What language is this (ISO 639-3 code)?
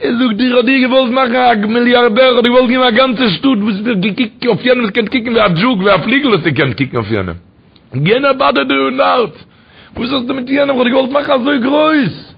yid